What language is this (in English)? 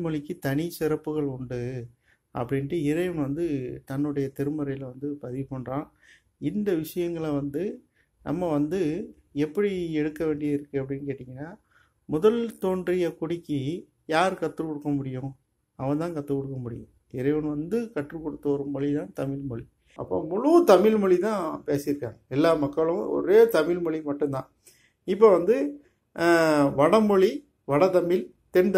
Tamil